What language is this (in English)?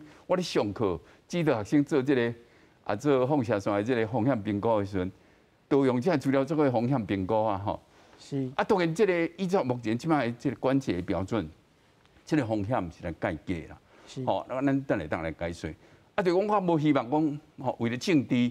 Min Nan Chinese